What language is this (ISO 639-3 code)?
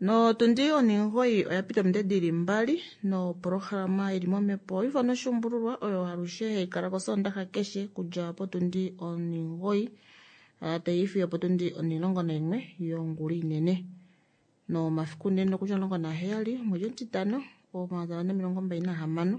kua